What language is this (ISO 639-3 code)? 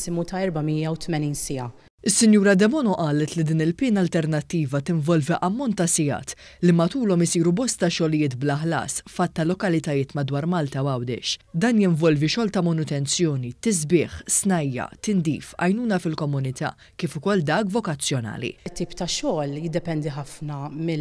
mlt